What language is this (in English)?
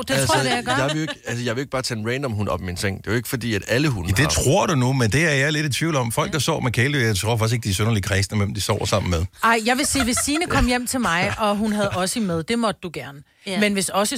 Danish